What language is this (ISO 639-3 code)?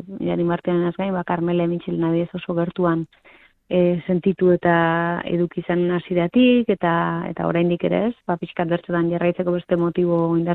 eus